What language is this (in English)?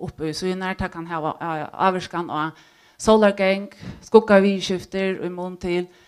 Faroese